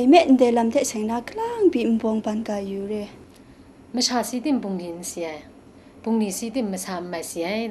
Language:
Kachin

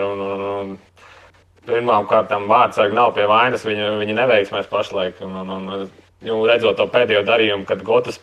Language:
Latvian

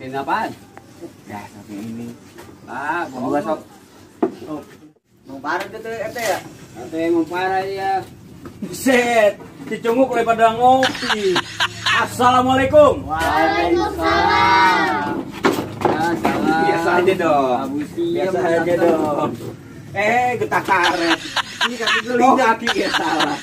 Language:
Betawi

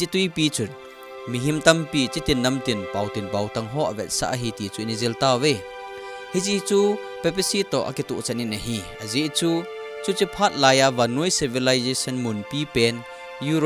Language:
Thado Chin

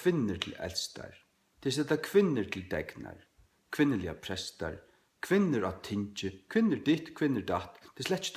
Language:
Faroese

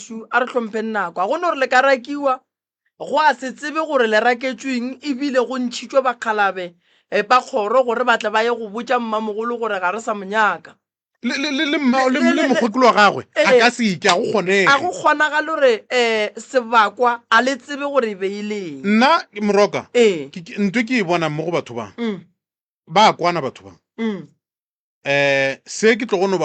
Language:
Northern Sotho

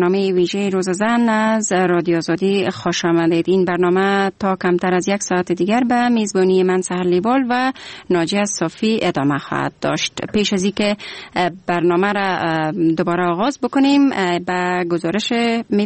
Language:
Persian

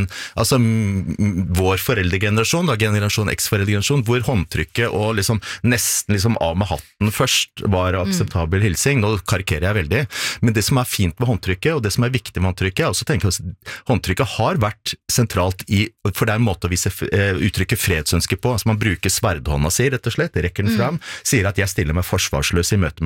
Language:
Norwegian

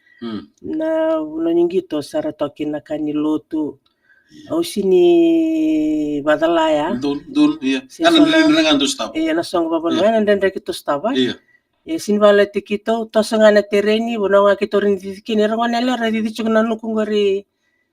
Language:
Fijian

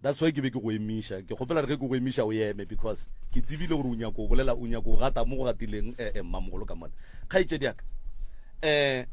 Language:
Northern Sotho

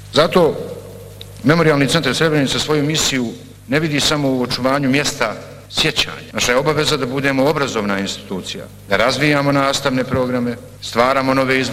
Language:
Bosnian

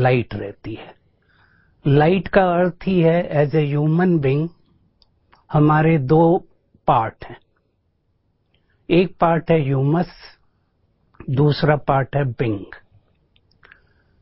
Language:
Hindi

